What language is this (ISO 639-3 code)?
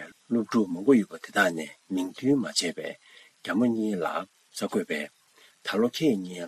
bod